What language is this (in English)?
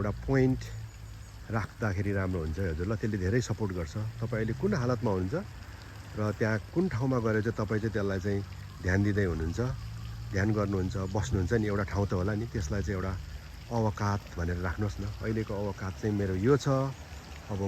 Nepali